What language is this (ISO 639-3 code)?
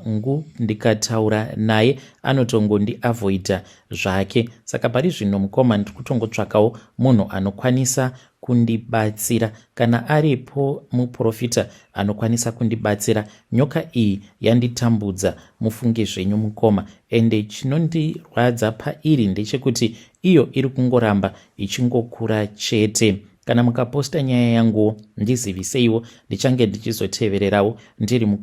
sna